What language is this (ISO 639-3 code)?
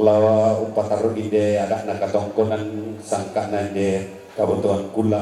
sda